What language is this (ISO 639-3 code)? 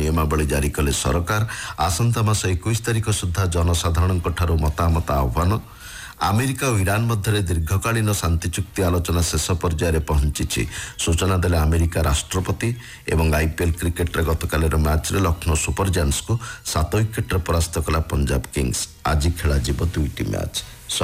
ori